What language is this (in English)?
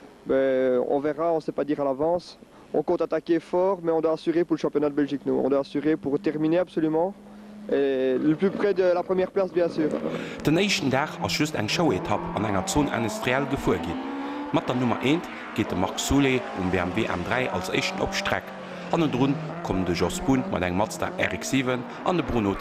Luxembourgish